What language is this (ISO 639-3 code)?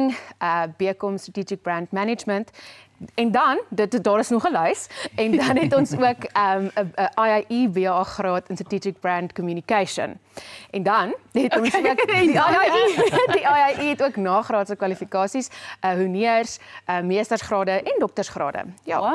afr